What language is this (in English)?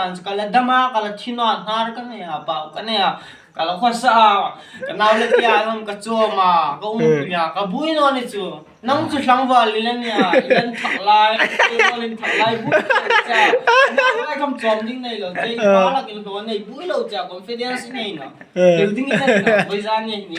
Hmar